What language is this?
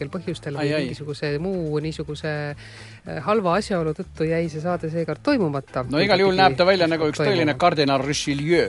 Estonian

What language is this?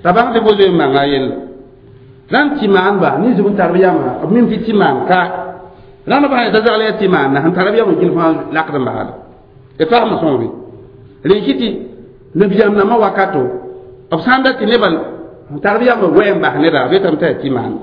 Mossi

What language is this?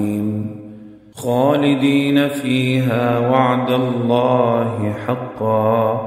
Arabic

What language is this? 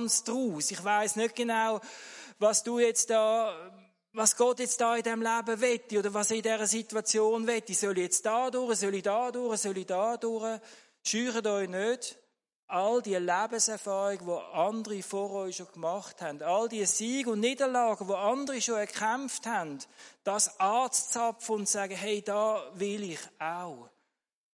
German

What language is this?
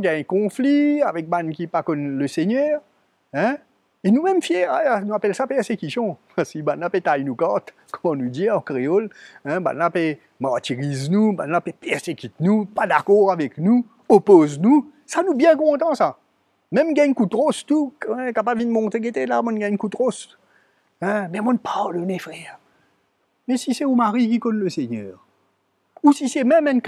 Morisyen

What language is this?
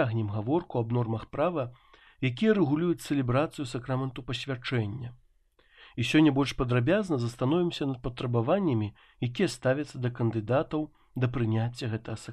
Belarusian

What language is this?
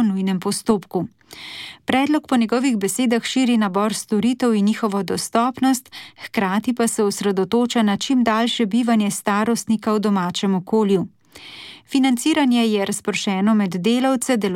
Slovenian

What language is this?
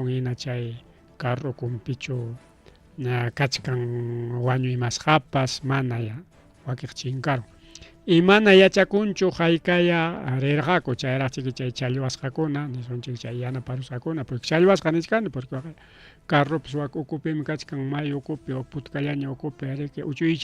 Ayacucho Quechua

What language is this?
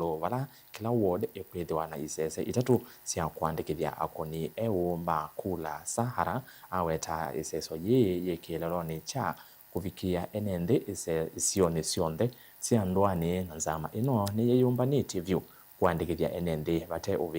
Kamba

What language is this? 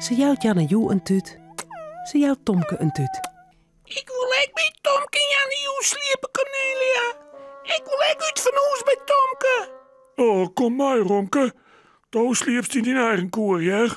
Western Frisian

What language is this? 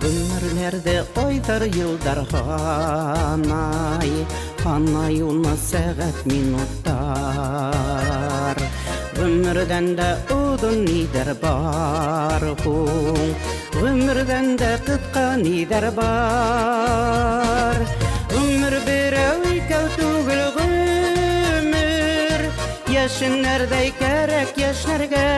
Bashkir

